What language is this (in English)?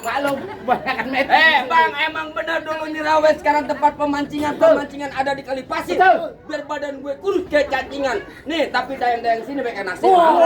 Betawi